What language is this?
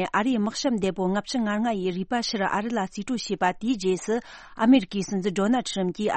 Tibetan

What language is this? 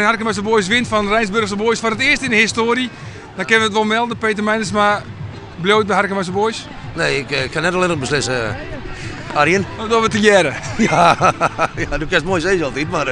Western Frisian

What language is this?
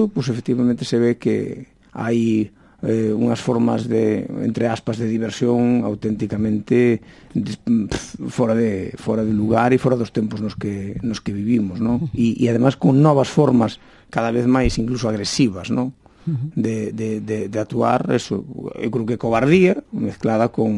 Galician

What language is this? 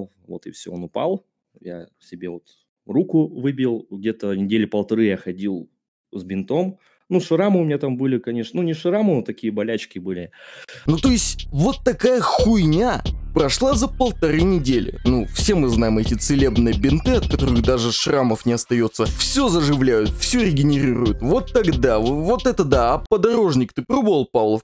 Russian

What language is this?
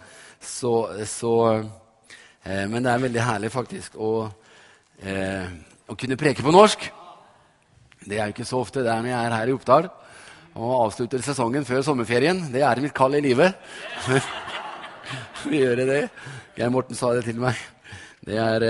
Norwegian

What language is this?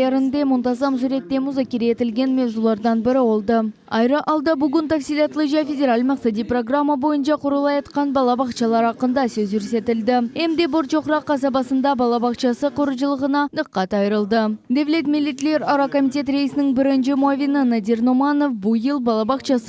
Crimean Tatar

